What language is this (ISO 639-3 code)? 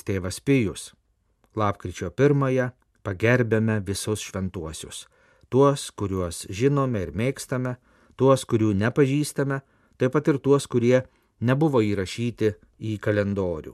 lit